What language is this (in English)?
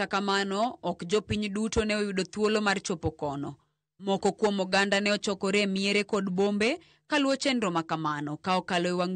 Luo (Kenya and Tanzania)